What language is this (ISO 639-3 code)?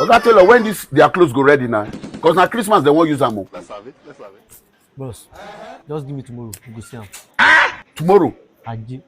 pcm